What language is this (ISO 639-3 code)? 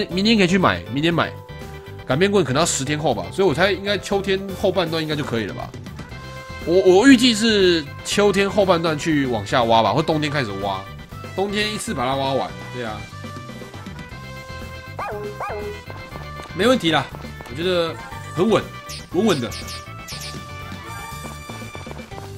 zho